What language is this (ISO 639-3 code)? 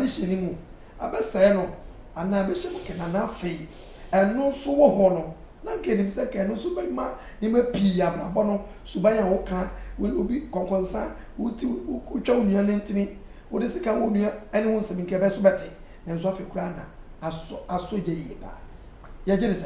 aka